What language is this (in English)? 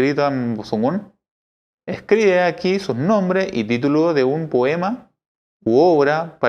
Mapuche